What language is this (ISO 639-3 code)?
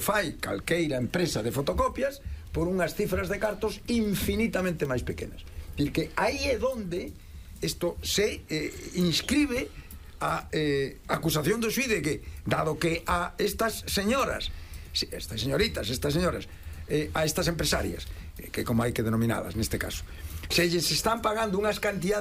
glg